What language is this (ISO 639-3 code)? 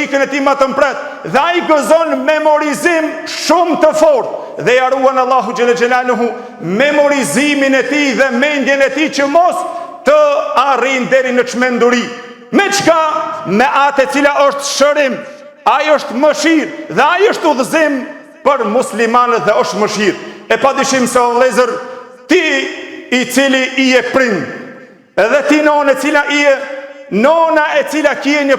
sqi